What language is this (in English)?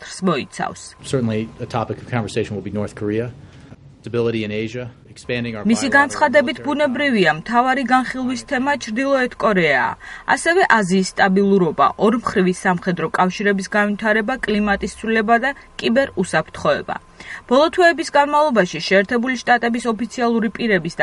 Georgian